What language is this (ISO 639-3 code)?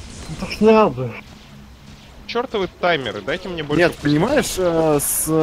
rus